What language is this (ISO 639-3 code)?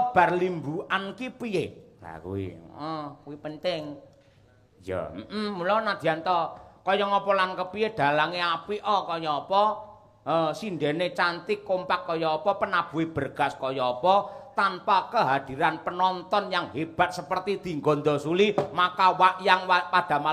jav